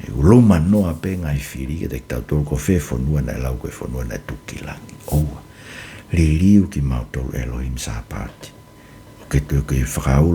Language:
Tongan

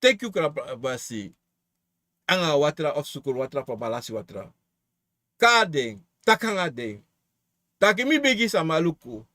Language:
Sranan Tongo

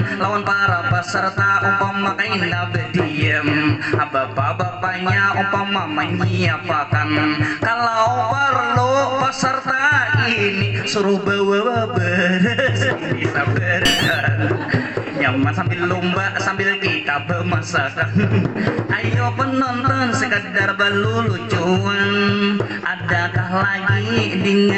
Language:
Banjar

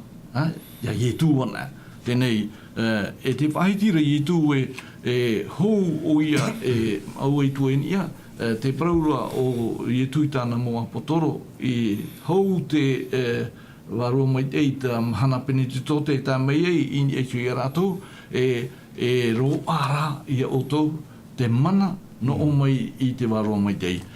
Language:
Tahitian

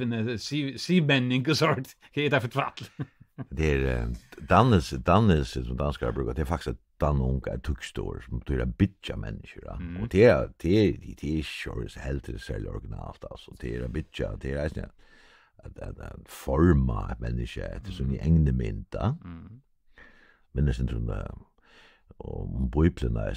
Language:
Faroese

